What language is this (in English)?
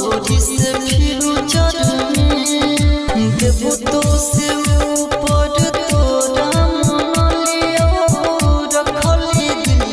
Bhojpuri